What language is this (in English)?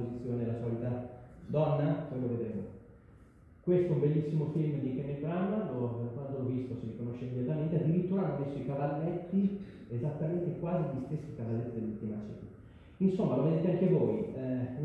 Italian